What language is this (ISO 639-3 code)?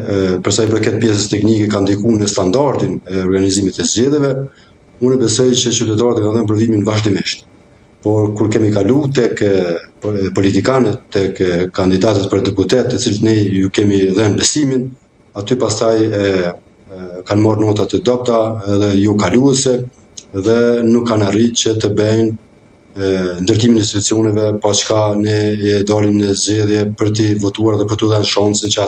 sqi